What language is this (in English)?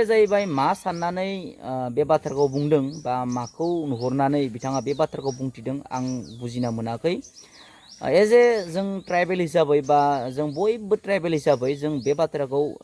Bodo